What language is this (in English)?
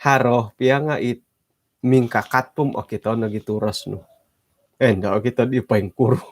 Central Dusun